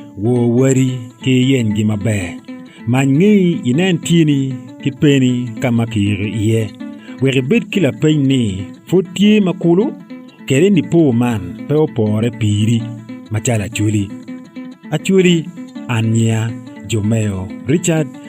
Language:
Acoli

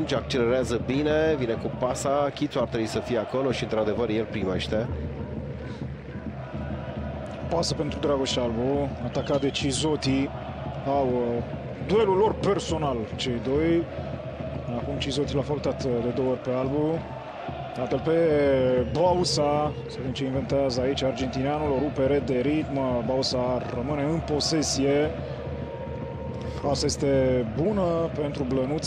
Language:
Romanian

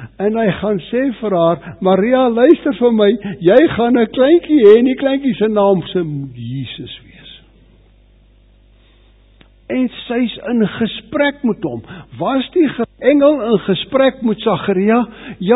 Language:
Afrikaans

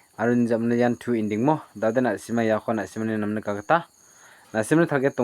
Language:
Garo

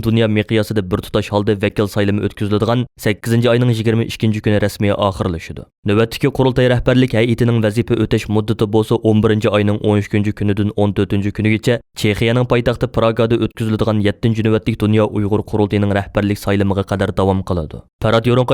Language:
Uyghur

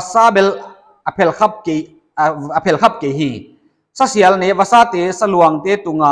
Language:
Paite Chin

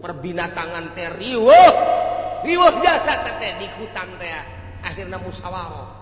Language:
Sundanese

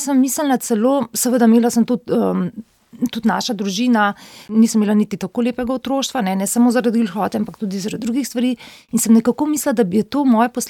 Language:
Slovenian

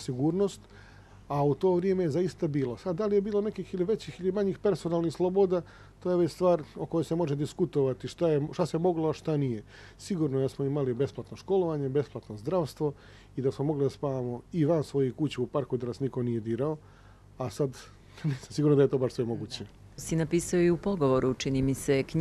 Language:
Bosnian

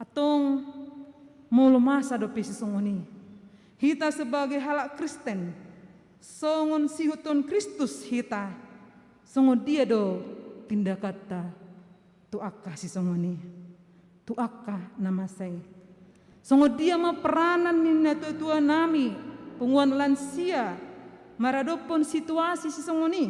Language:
Batak Toba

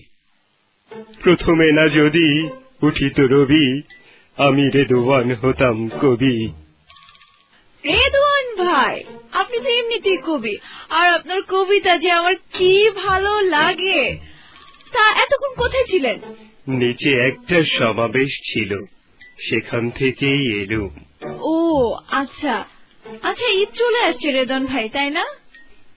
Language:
Bangla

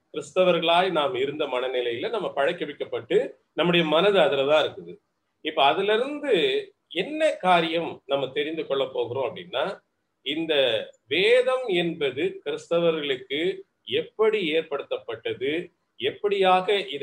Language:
Tamil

